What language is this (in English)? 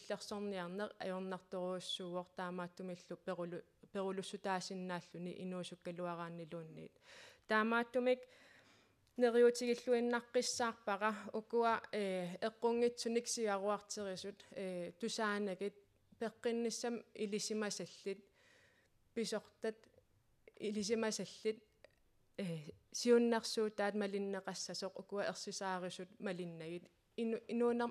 Kalaallisut